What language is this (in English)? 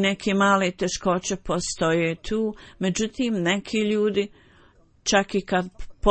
Bosnian